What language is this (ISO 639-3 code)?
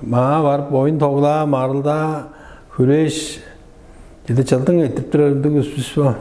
tyv